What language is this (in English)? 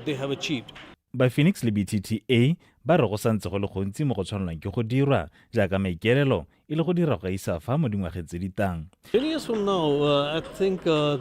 Tswana